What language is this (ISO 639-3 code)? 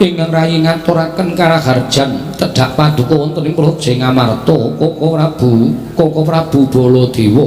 jav